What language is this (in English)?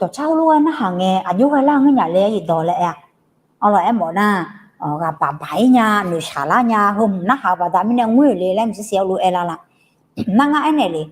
Akha